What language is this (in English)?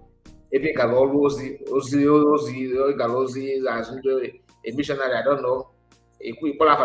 Igbo